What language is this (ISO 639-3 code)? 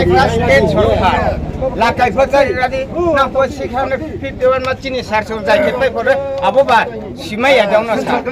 ria